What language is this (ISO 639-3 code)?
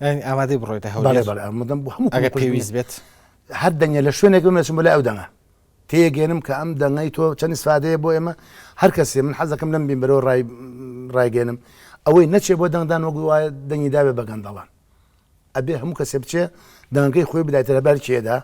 ckb